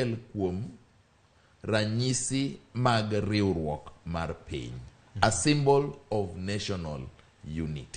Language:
Luo (Kenya and Tanzania)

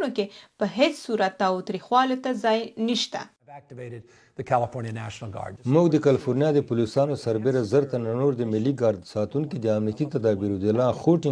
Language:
Pashto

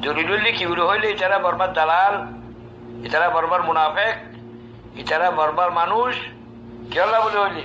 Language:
Rohingya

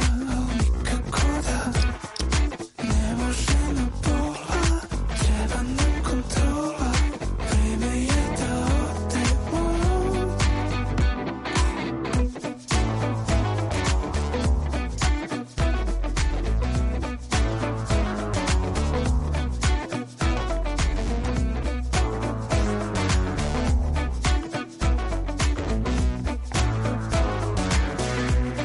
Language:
Serbian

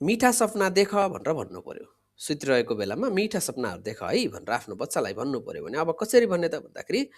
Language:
Nepali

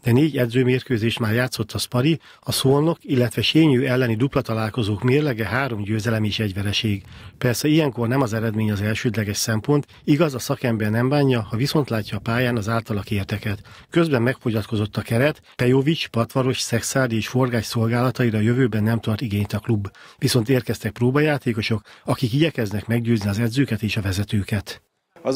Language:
Hungarian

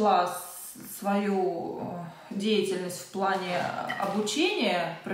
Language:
Russian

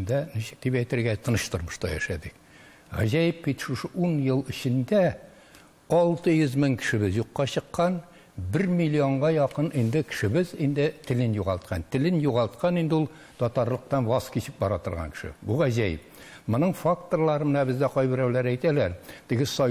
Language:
Tatar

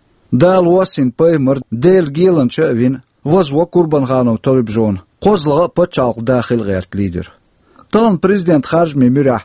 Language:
Chechen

